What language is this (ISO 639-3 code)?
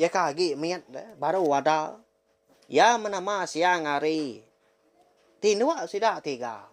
iba